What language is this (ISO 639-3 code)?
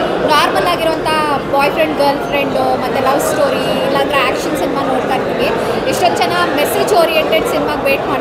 kan